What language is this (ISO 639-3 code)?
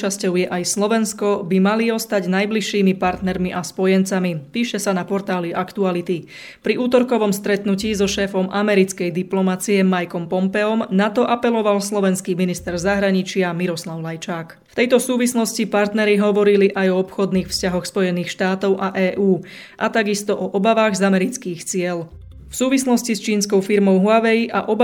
slk